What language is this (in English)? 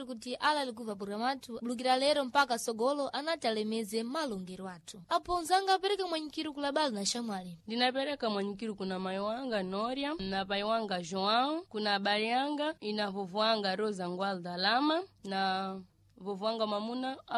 Sena